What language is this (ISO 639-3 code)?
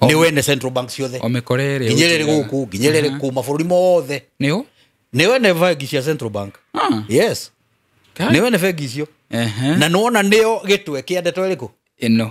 kik